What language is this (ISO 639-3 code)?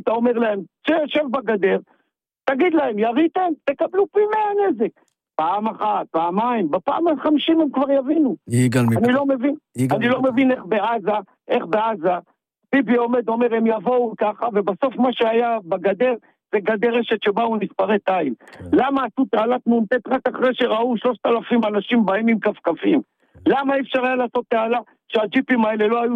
heb